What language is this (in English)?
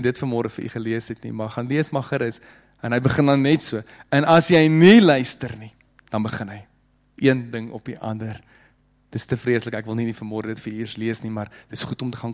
Afrikaans